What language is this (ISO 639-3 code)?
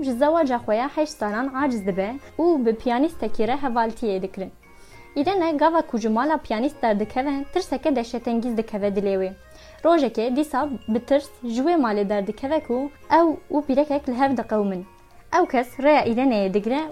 kur